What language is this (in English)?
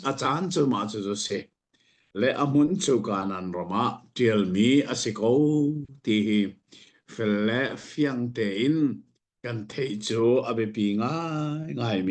Hakha Chin